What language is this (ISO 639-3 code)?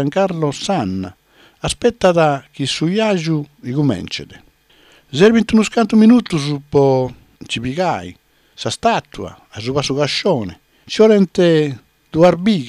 srd